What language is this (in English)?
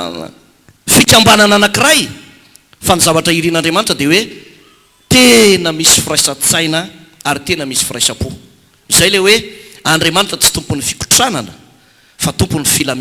Malagasy